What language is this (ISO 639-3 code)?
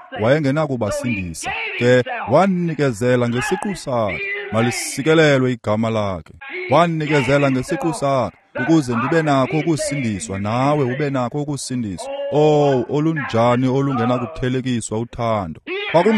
xho